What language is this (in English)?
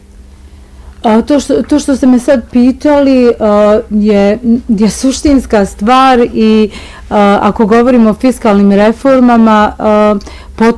Bosnian